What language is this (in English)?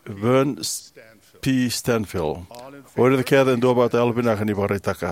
Fijian